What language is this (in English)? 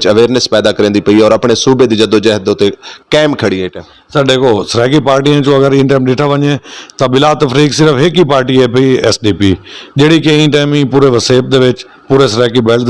Saraiki